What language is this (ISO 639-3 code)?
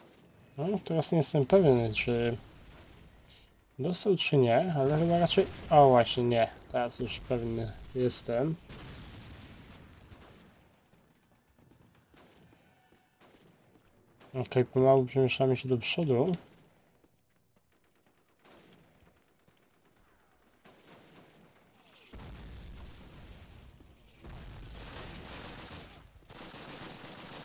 pol